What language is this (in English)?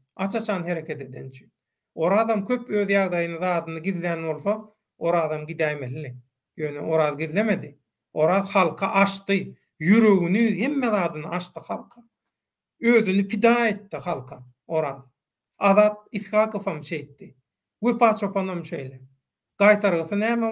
Turkmen